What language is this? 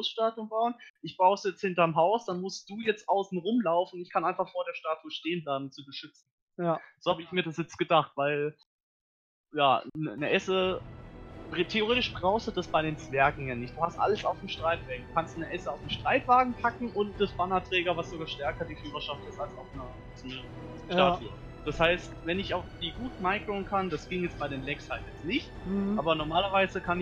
German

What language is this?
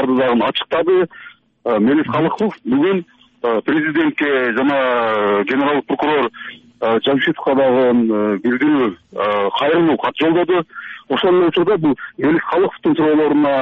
Kyrgyz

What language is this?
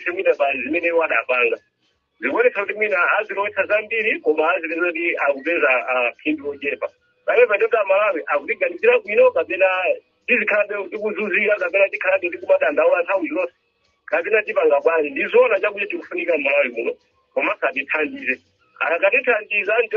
Nyanja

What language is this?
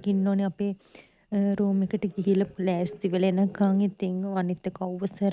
Sinhala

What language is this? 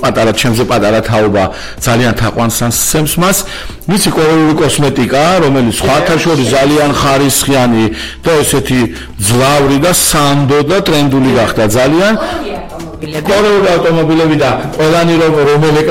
Georgian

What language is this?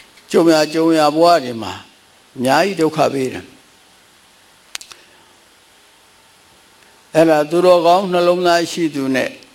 Burmese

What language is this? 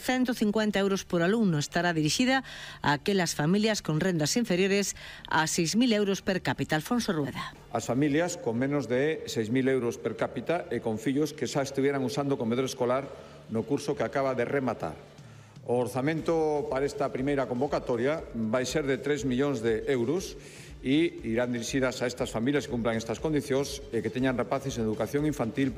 Galician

